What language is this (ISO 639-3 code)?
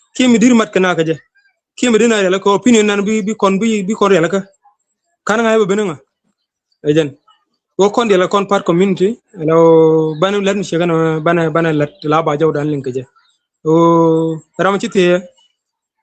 nus